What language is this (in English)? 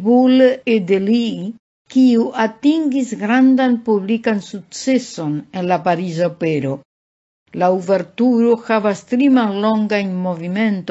Esperanto